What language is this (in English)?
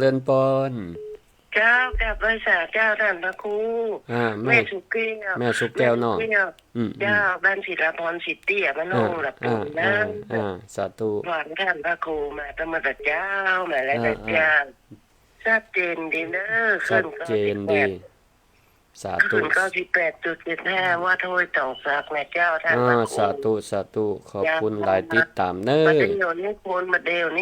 Northern Thai